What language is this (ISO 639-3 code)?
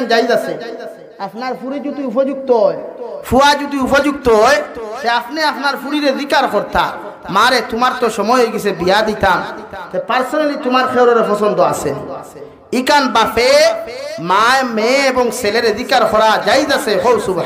syl